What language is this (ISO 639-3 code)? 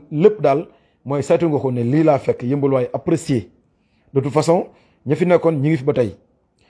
wol